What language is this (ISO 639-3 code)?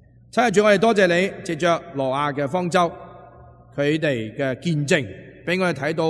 yue